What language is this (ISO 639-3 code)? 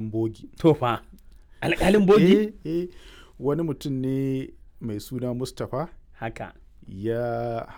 hau